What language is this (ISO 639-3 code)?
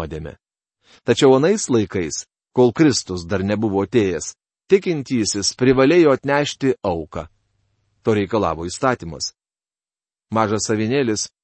lit